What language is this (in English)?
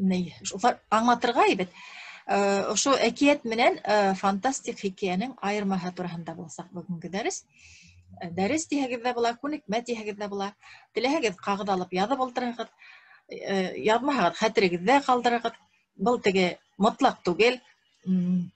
Bashkir